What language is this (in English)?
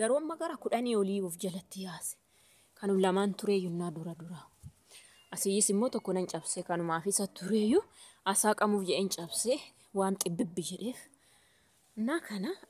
Oromo